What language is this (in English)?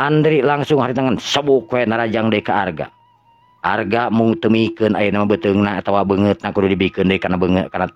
Sundanese